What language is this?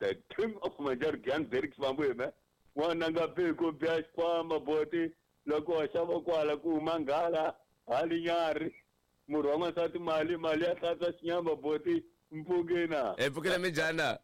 Tsonga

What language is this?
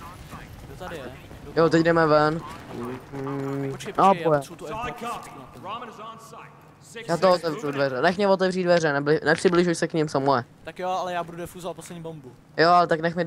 Czech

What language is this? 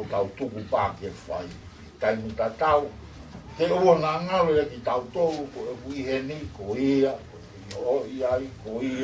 Tongan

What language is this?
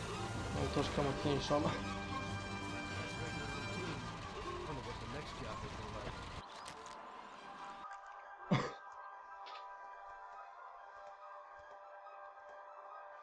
Polish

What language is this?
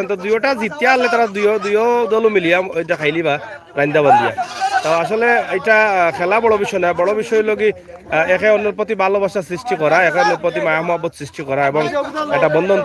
Sylheti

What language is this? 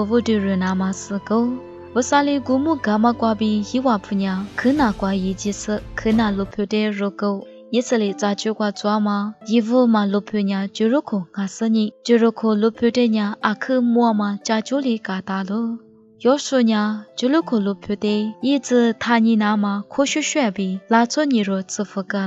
Lisu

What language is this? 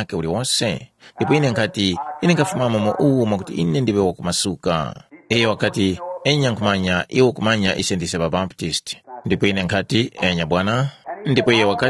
Tumbuka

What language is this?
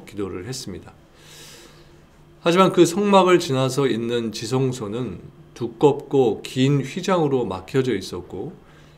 Korean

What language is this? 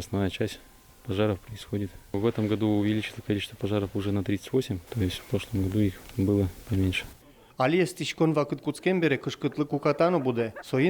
Udmurt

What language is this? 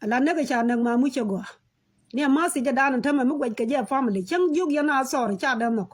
Nuer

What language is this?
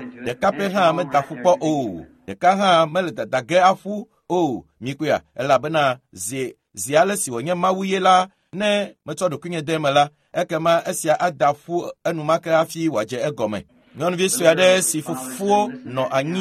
Ewe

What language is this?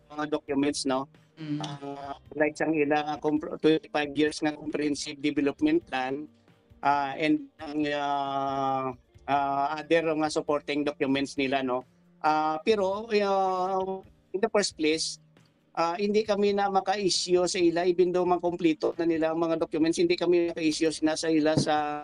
Hiligaynon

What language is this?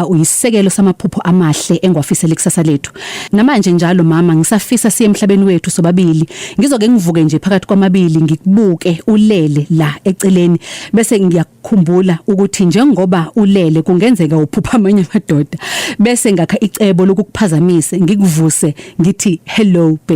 Zulu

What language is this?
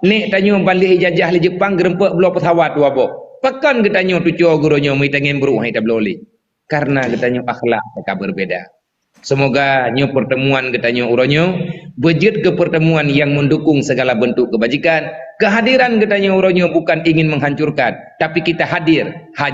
Achinese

